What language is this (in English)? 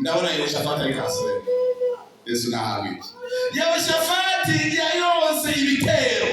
Rundi